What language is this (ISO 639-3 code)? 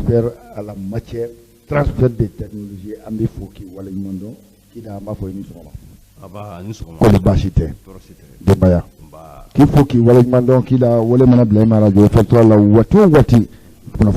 bam